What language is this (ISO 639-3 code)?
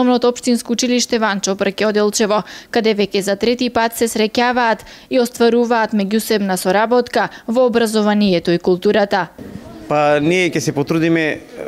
mkd